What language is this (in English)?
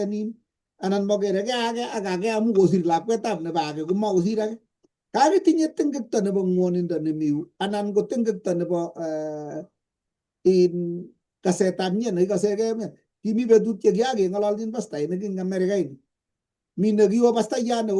Kalenjin